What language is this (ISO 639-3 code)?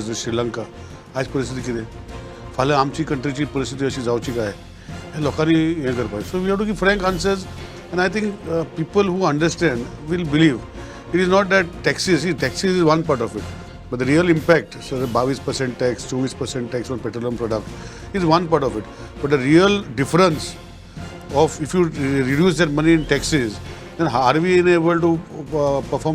kok